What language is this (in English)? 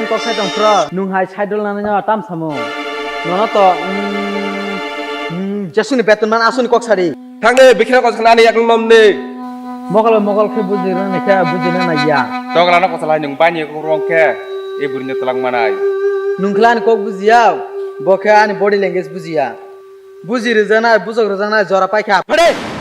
Kok Borok